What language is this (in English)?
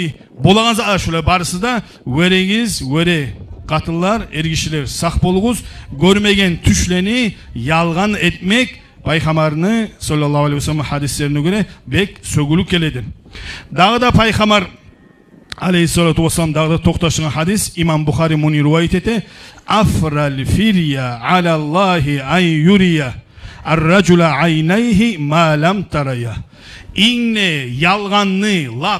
Kumyk